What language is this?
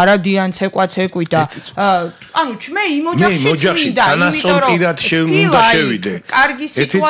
Georgian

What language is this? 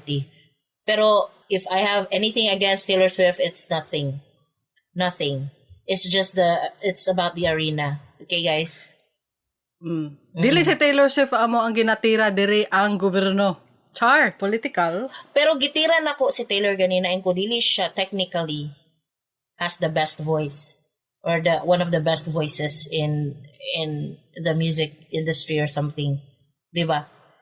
Cebuano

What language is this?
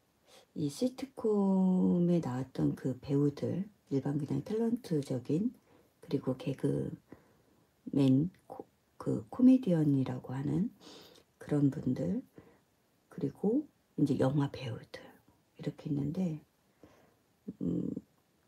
Korean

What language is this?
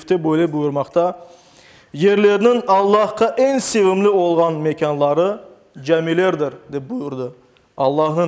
Crimean Tatar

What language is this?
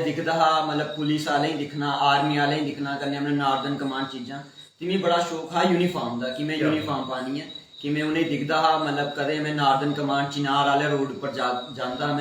Dogri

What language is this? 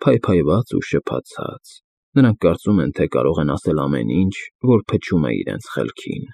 Armenian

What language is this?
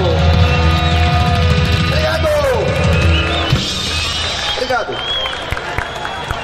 Portuguese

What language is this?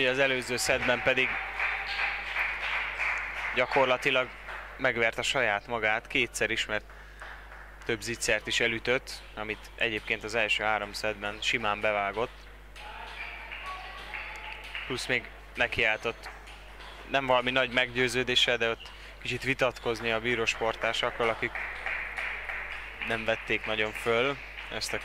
Hungarian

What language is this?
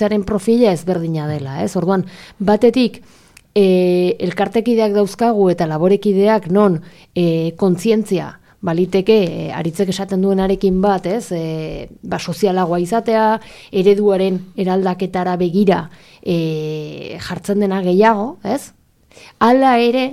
Basque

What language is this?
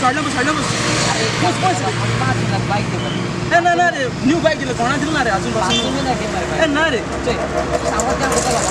Konkani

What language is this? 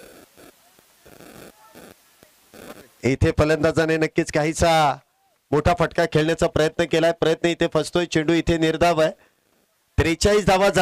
Marathi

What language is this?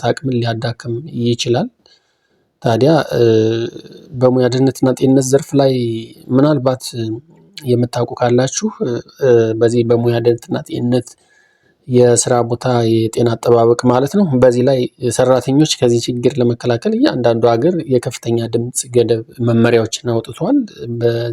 Amharic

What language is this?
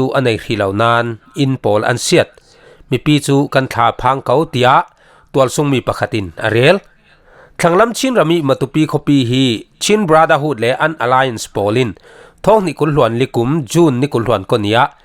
Falam Chin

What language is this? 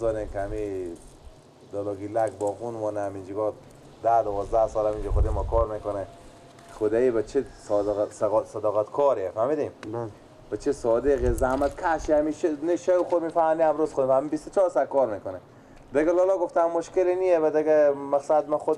Persian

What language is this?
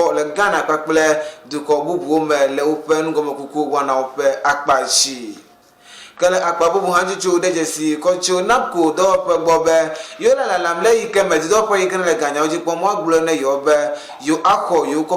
Ewe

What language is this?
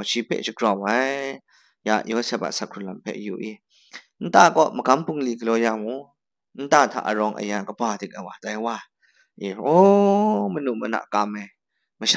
Kachin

